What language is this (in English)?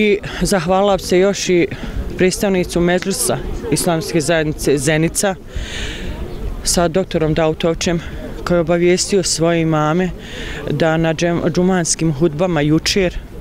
Bosnian